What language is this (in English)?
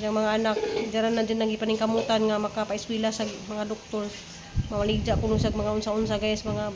Cebuano